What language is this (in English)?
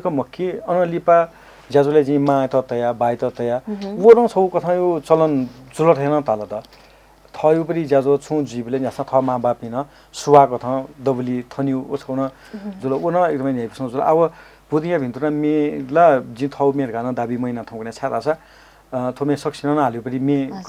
Newari